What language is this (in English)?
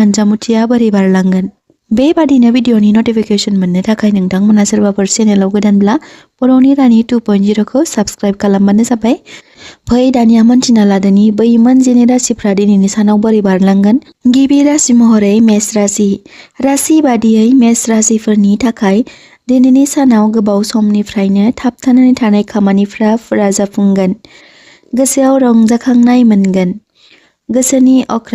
Bodo